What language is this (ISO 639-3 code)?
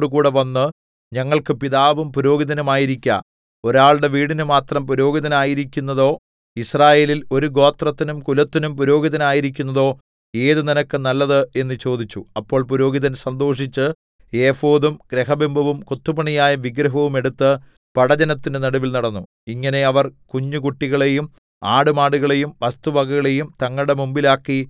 mal